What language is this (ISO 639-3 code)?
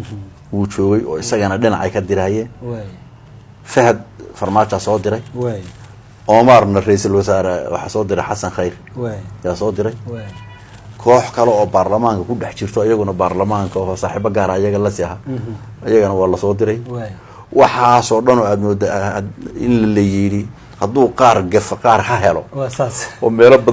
som